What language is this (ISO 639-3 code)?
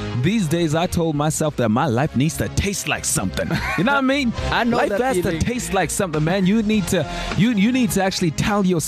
eng